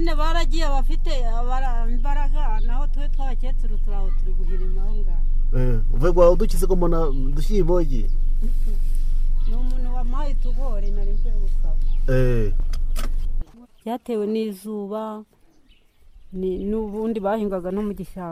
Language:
Kinyarwanda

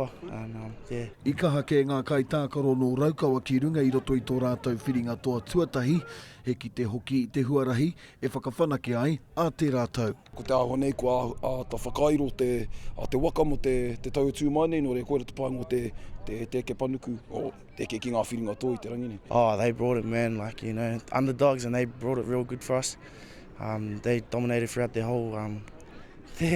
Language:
Māori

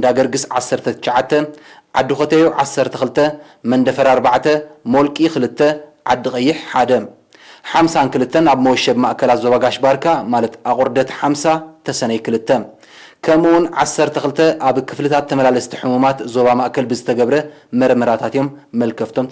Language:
Tigrinya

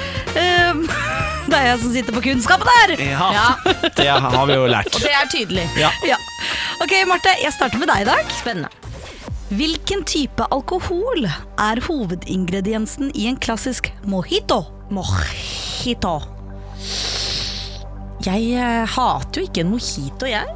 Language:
Norwegian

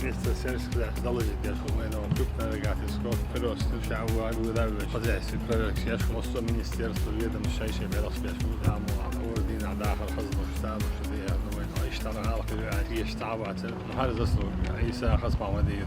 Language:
Chechen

